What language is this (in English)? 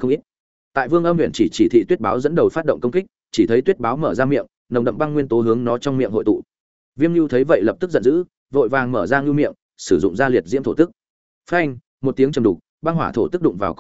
Vietnamese